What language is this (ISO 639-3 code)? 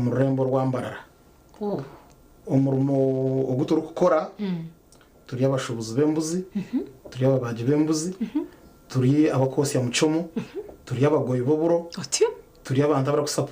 nyn